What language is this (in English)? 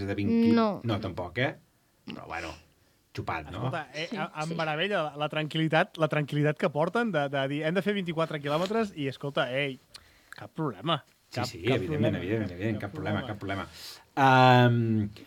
Catalan